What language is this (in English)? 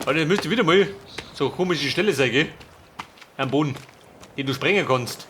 Bavarian